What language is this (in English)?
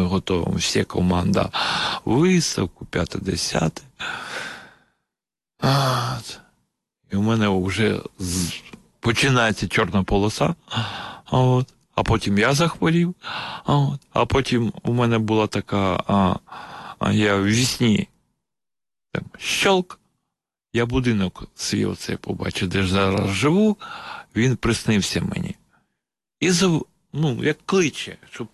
Ukrainian